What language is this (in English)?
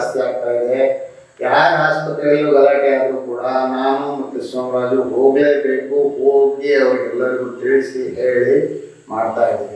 Kannada